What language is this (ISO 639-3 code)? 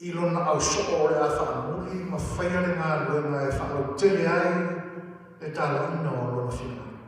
smo